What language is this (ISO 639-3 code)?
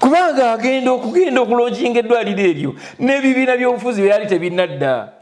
lug